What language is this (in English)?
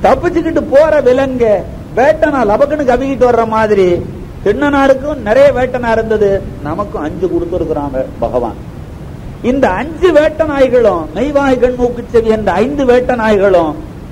Tamil